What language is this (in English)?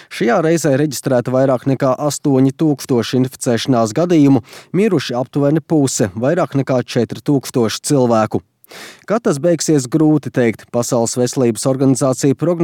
Latvian